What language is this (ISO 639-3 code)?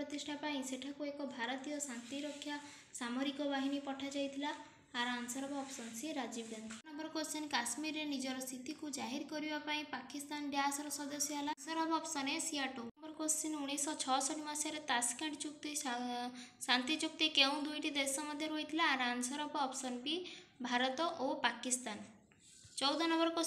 ori